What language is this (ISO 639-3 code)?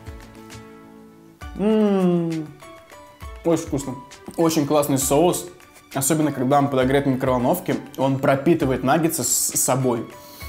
rus